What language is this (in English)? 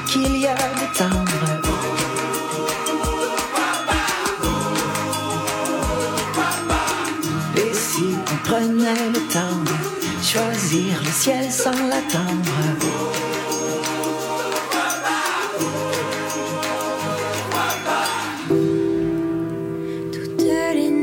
French